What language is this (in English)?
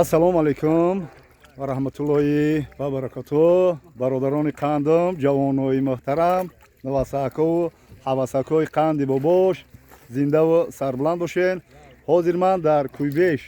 Tajik